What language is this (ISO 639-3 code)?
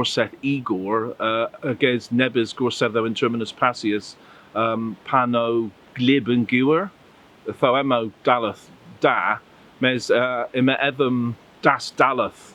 cor